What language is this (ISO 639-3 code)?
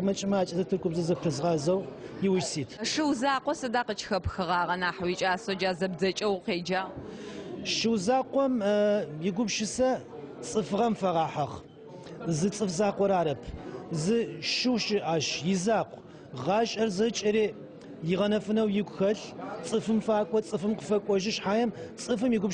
ady